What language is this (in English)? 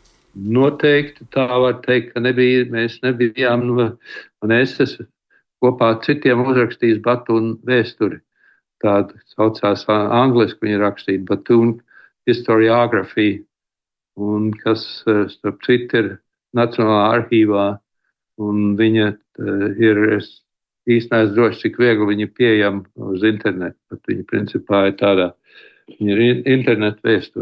Latvian